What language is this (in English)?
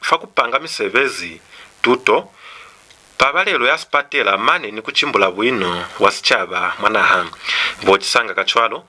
Lozi